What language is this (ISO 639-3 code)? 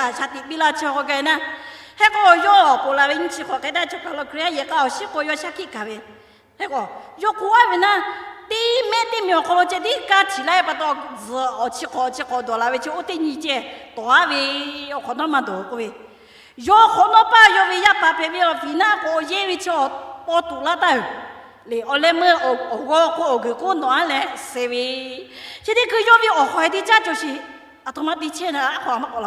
lhu